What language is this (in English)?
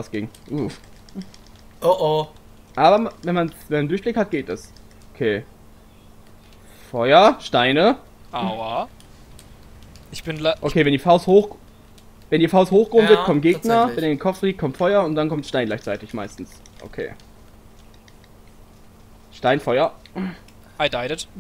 German